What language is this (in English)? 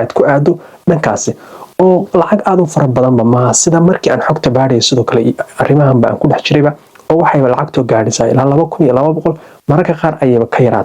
Somali